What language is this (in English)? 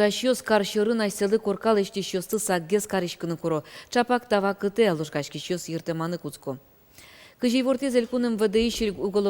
Udmurt